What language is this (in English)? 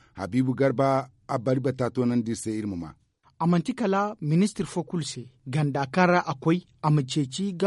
Zarma